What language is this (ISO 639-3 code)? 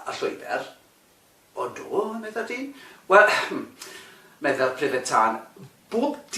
cym